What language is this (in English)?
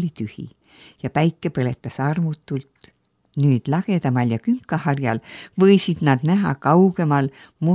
Estonian